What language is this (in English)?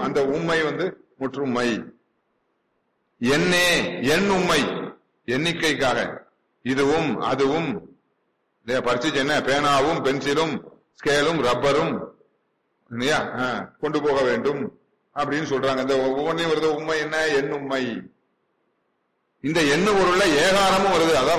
Tamil